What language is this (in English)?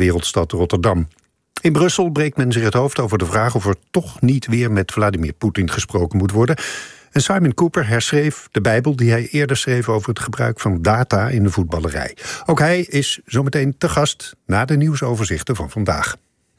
Dutch